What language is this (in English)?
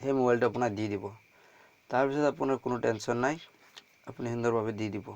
Assamese